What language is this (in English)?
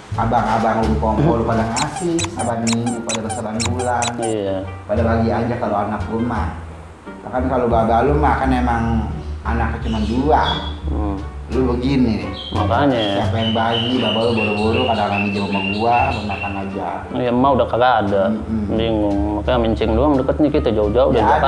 Betawi